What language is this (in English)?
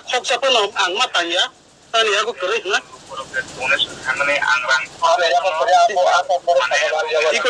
Kok Borok